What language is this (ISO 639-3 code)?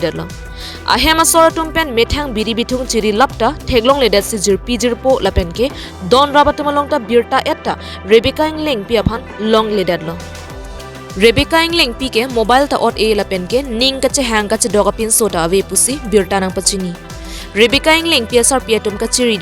mjw